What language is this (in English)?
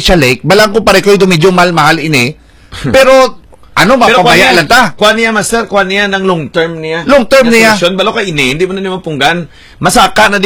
Hiligaynon